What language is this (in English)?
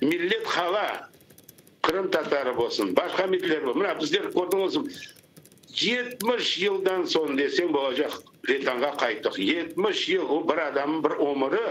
Crimean Tatar